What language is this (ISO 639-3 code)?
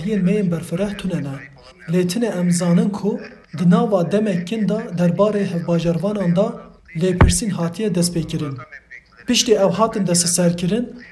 kur